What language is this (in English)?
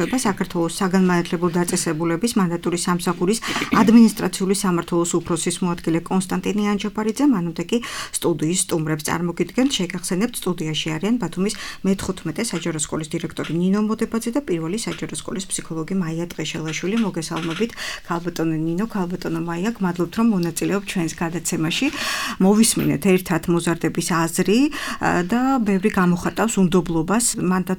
Georgian